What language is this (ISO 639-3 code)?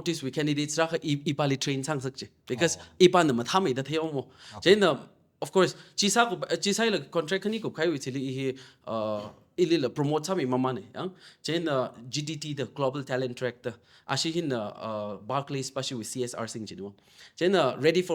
nmf